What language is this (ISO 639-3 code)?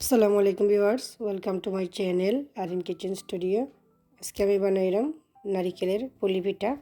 syl